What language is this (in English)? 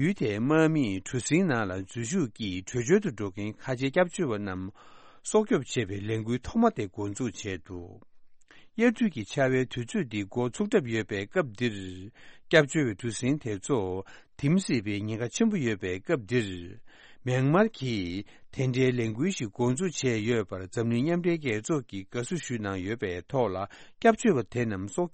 Tibetan